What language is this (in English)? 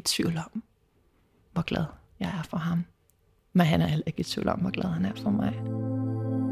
Danish